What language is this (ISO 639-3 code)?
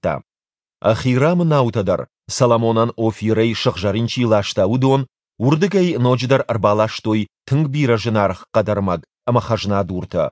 oss